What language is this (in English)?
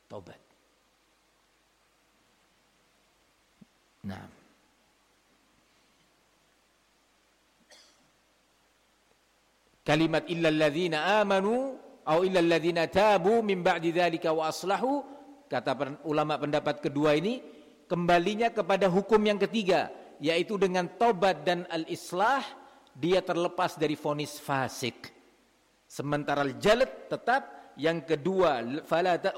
Indonesian